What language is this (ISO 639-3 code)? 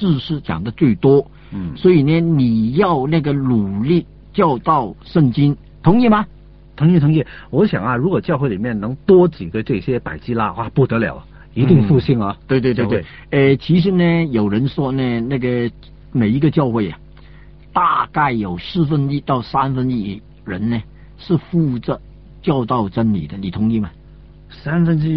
zho